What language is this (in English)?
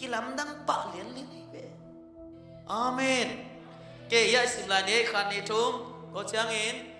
Tedim Chin